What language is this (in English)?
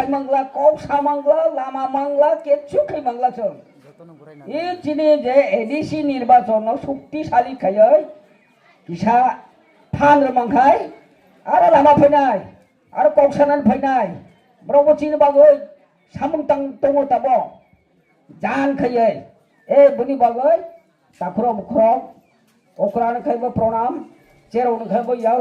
Kok Borok